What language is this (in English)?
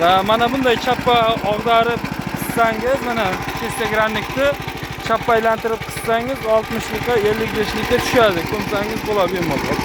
Uzbek